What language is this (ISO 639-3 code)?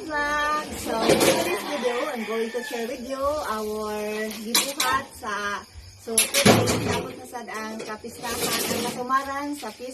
ceb